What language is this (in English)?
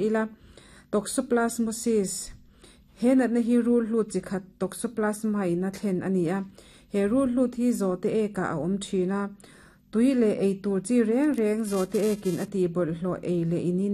Mizo